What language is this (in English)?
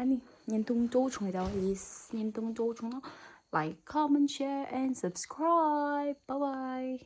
Tibetan